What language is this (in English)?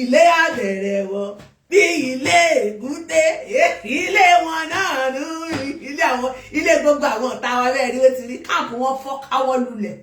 Yoruba